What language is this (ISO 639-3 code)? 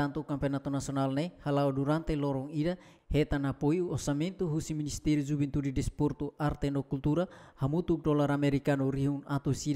tet